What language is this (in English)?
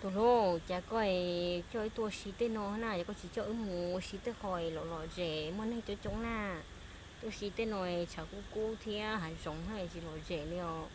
Hmong